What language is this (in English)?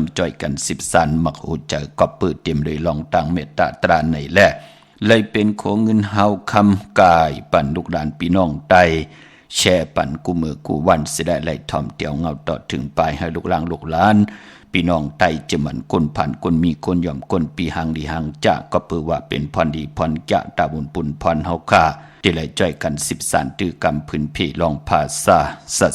Shan